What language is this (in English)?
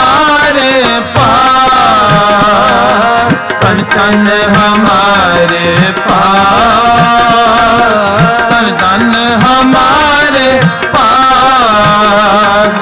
Punjabi